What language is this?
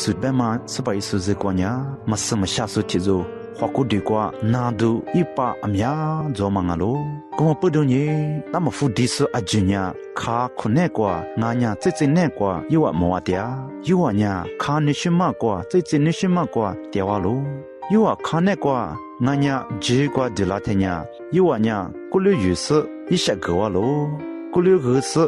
Lisu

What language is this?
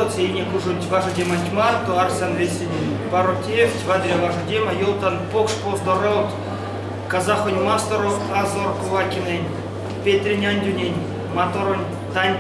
Erzya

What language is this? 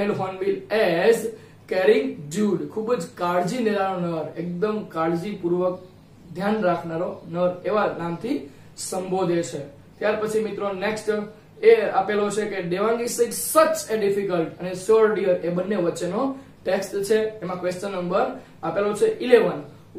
Gujarati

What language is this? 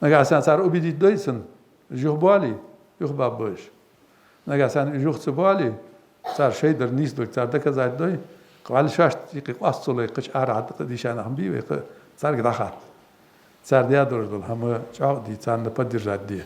Ingush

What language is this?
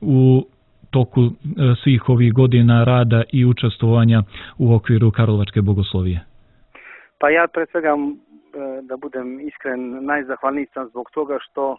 Serbian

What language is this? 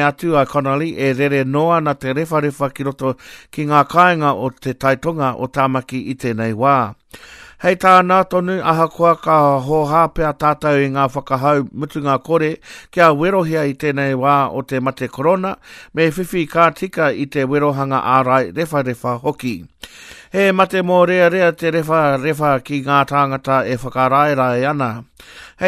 Māori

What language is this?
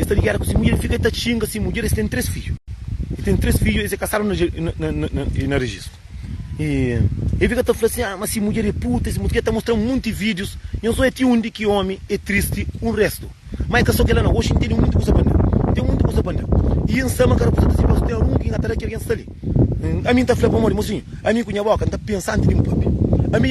Kabuverdianu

